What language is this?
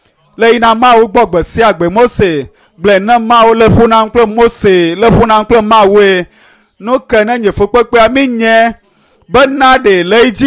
Ewe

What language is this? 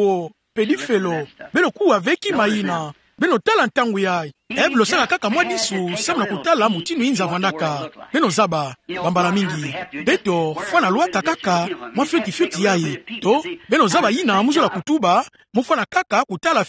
Kituba (Democratic Republic of Congo)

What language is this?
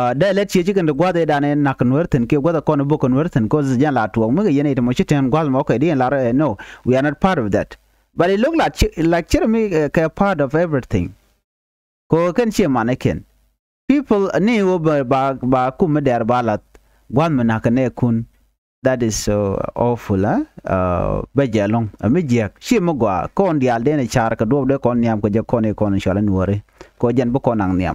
Nuer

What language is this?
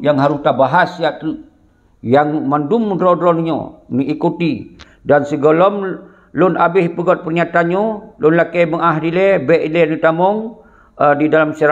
Achinese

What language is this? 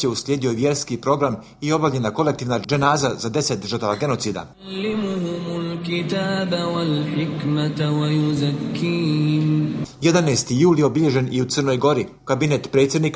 Bosnian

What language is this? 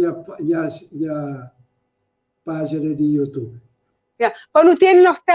Kabuverdianu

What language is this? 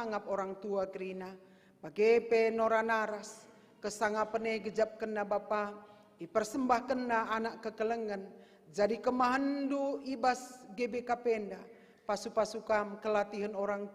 Batak Karo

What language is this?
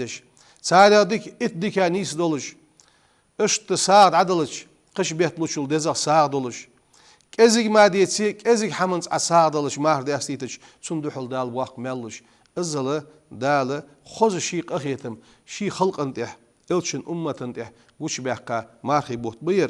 Ingush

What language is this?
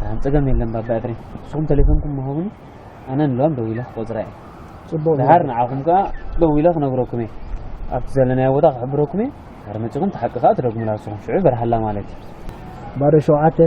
Tigrinya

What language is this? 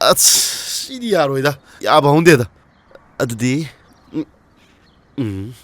Manipuri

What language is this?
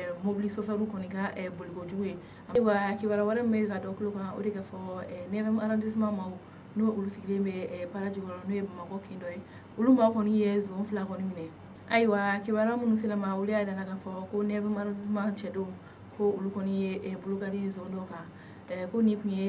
Bambara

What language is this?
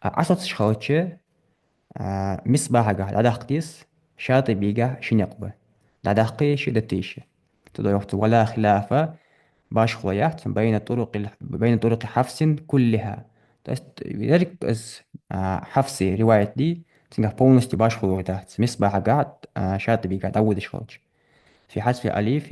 Ingush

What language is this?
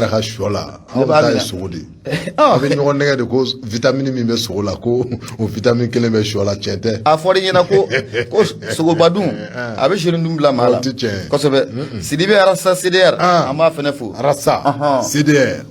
Bambara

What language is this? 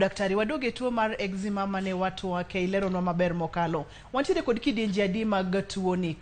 Luo (Kenya and Tanzania)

